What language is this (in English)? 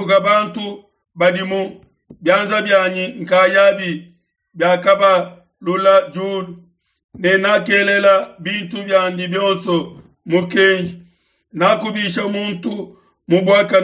Luba-Lulua